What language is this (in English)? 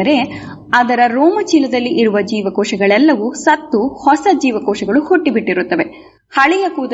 Kannada